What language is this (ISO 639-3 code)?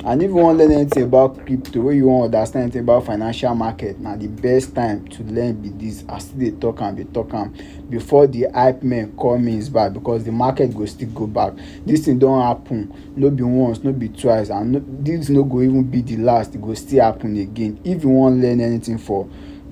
pcm